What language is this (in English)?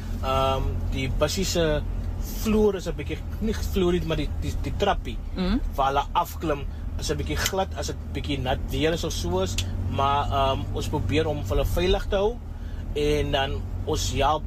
Afrikaans